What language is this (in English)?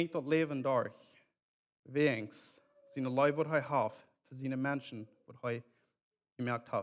Plautdietsch